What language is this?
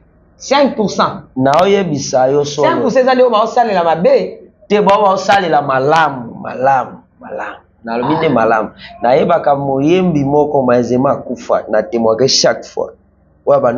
Lingala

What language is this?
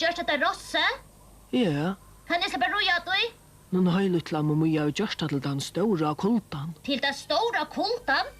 Faroese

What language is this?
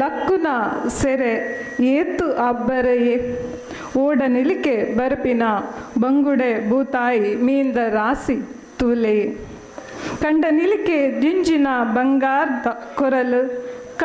Tulu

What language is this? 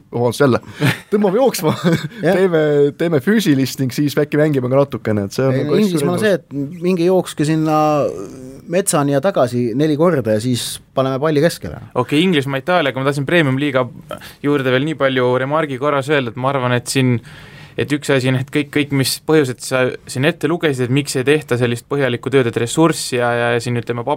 Estonian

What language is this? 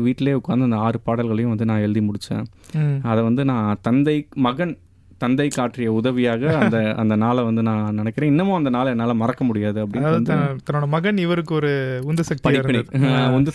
Tamil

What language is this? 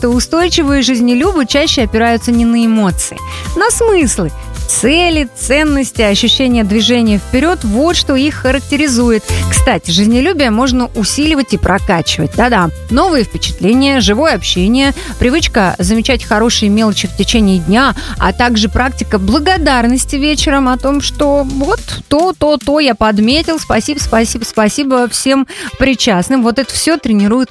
Russian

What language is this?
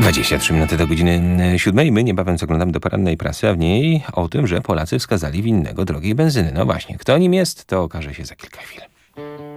Polish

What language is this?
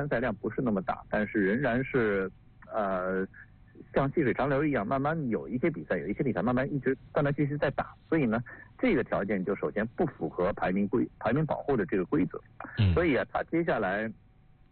Chinese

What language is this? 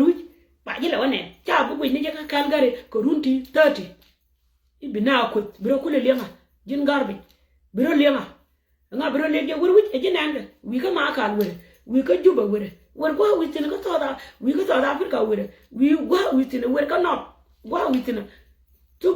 Nuer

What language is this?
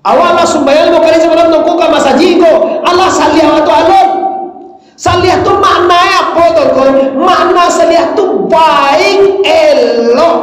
Minangkabau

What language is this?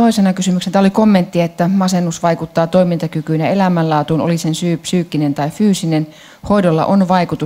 Finnish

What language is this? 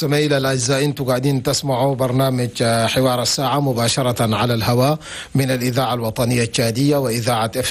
Chadian Arabic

